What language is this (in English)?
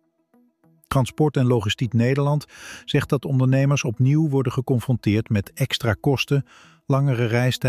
Dutch